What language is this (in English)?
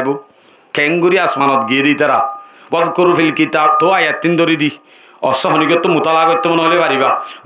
Rohingya